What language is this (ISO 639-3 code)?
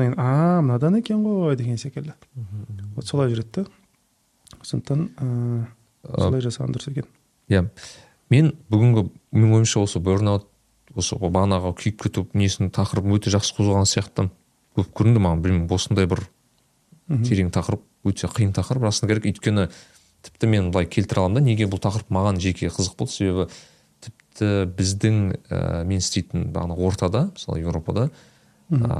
kaz